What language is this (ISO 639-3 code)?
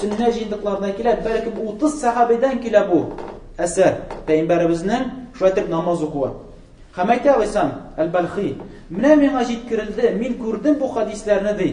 tat